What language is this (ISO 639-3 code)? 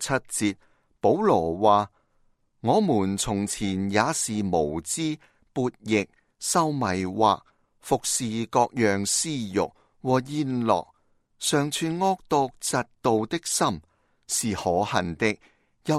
yue